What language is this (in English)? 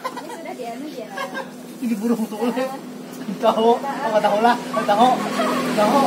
Banjar